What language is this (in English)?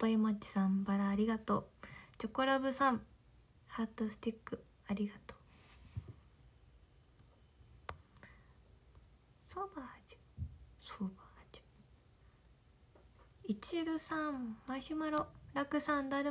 Japanese